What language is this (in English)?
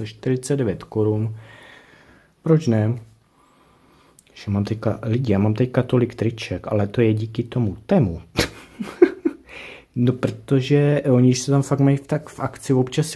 Czech